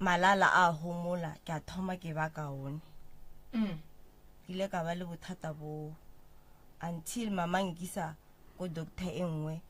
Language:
Northern Sotho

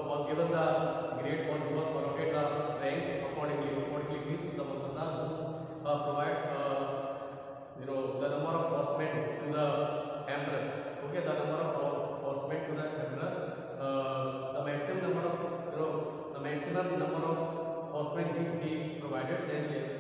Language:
English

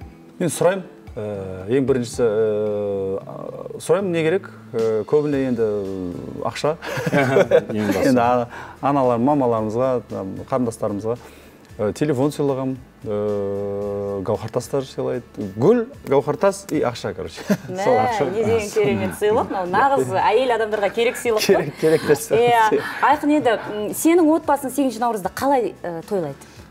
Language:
Kazakh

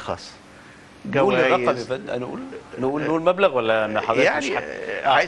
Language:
Egyptian Arabic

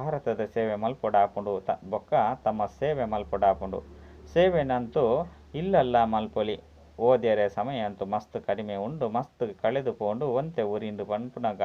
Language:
Tulu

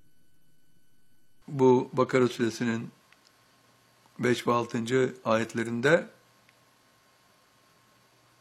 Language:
Turkish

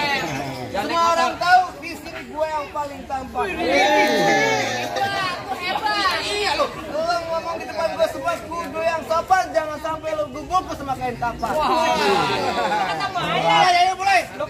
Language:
Betawi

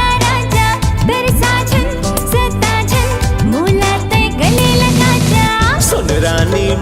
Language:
Chhattisgarhi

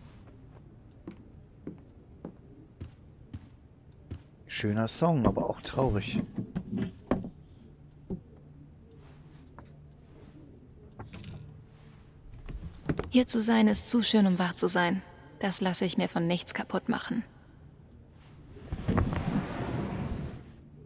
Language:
German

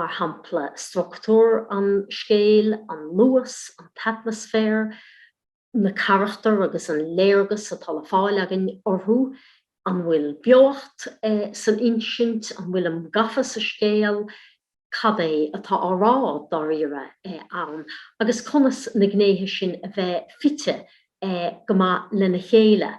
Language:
Irish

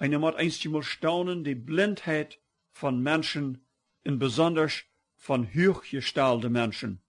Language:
Plautdietsch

